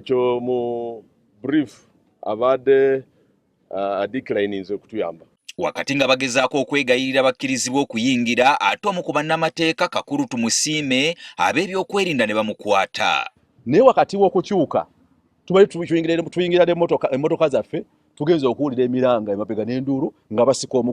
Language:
Ganda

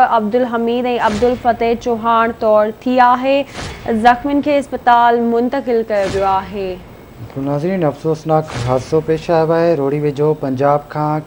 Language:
Sindhi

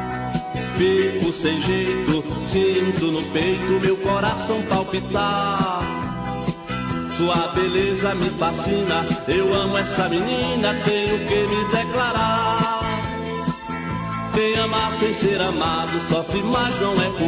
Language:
Portuguese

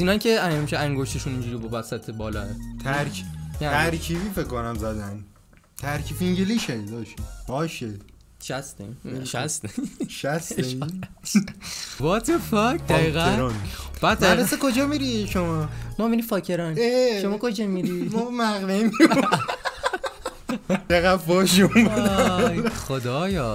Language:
Persian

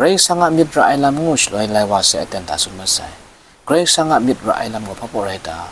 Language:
Kachin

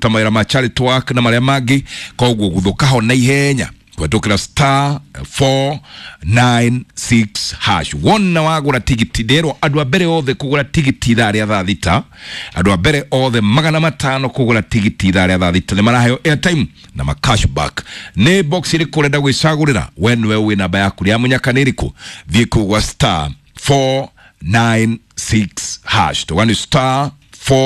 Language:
Kikuyu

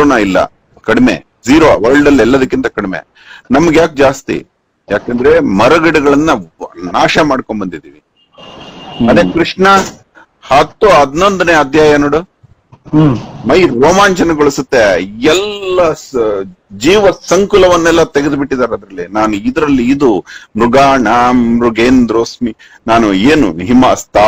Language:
Kannada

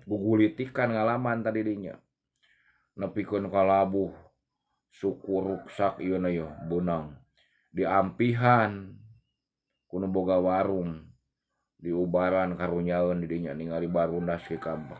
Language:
Sundanese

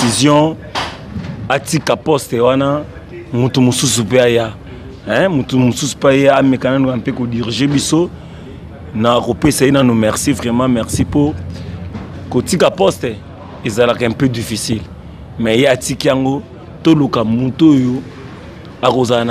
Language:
Lingala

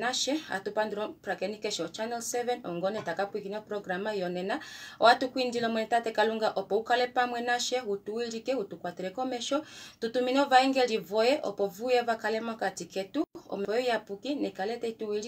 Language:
Kuanyama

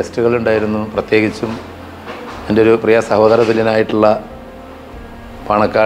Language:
Malayalam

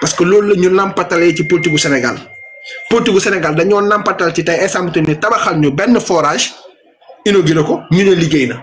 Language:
Wolof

